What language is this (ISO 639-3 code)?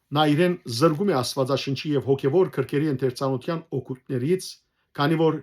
hyw